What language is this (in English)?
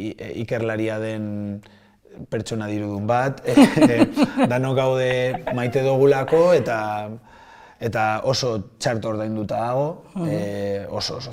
Basque